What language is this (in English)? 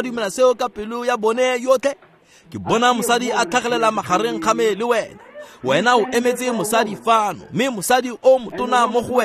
Tswana